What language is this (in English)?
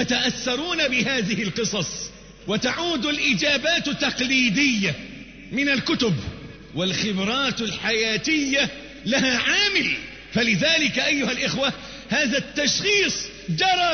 Arabic